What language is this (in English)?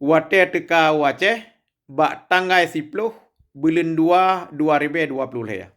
Achinese